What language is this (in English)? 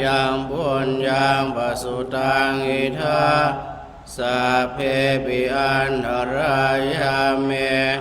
Pali